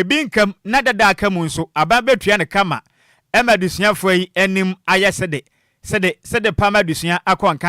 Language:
Akan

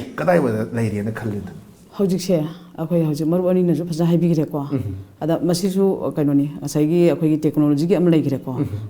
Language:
Manipuri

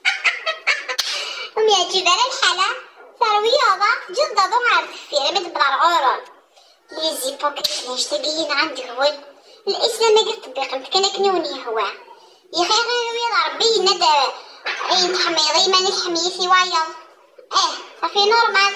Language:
Kabyle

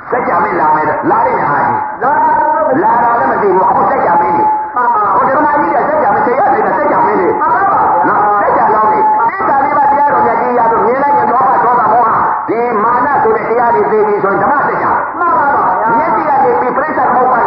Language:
Burmese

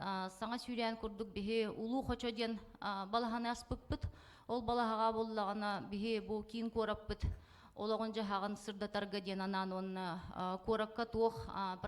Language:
Yakut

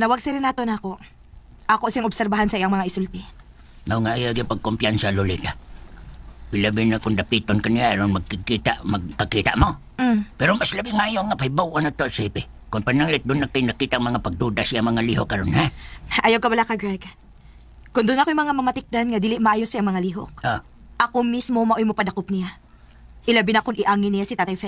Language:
Cebuano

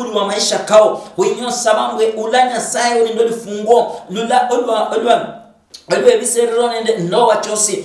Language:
Luyia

